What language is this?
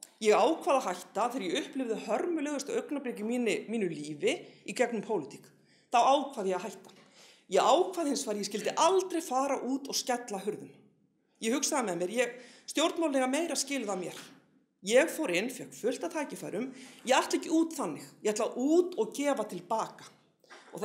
Icelandic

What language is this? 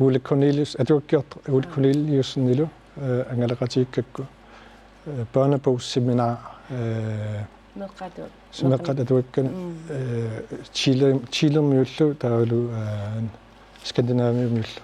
Kalaallisut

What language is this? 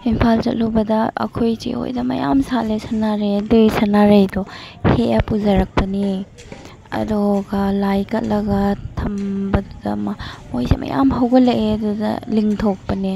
Manipuri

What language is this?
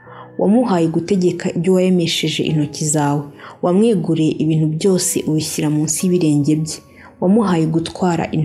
Kinyarwanda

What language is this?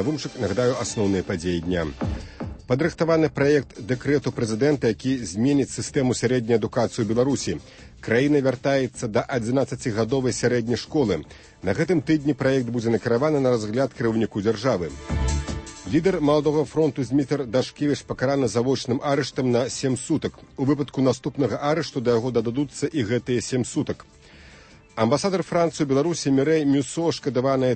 Belarusian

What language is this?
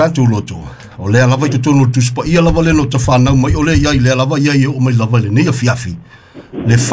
Samoan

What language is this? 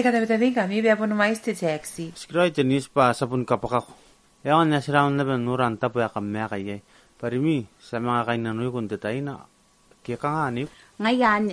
Gilbertese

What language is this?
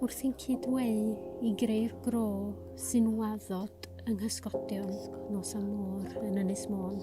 Welsh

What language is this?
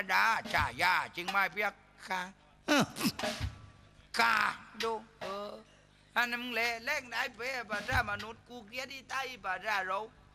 Thai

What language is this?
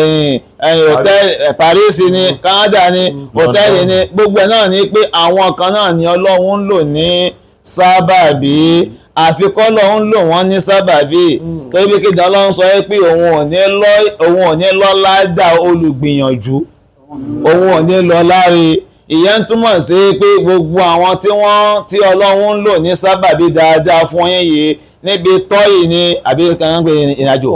Yoruba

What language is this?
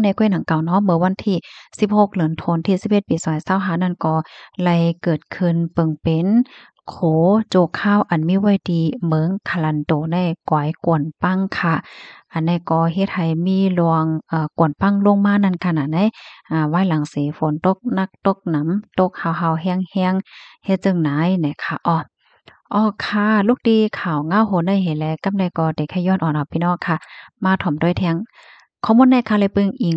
Shan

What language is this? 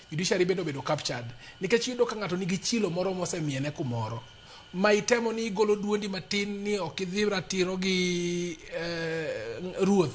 Luo (Kenya and Tanzania)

